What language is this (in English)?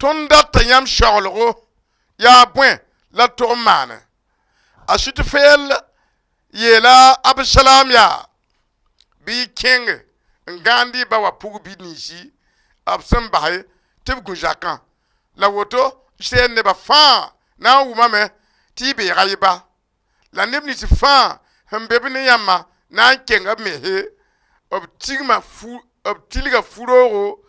Mossi